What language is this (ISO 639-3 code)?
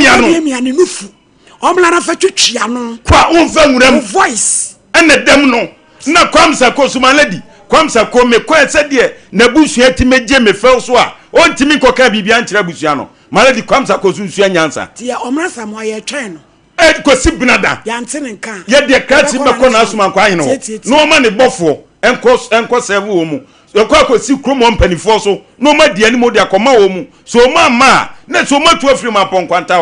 aka